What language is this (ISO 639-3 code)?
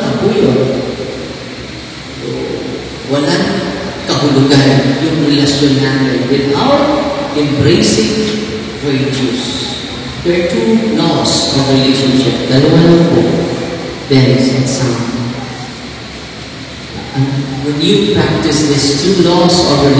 fil